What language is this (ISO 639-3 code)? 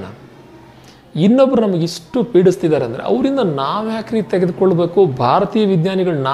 kan